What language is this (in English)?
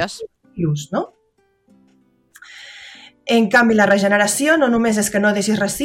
Catalan